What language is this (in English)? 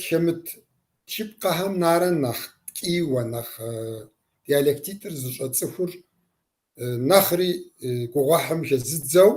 Kabardian